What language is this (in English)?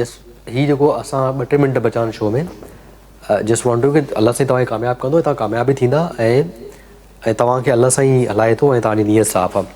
Sindhi